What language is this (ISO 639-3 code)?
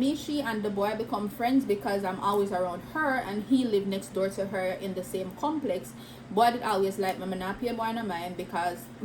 jam